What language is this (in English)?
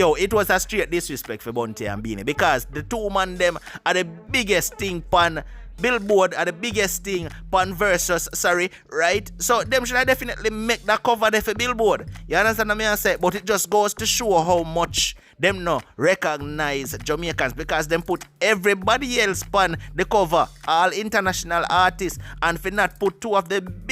Jamaican Creole English